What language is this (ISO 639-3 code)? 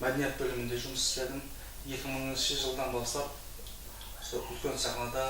kaa